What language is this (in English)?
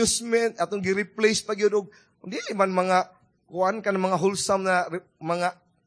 Cebuano